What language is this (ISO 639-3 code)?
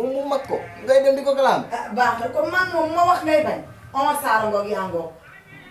wol